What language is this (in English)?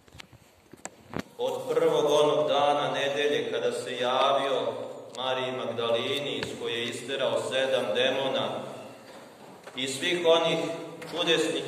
Serbian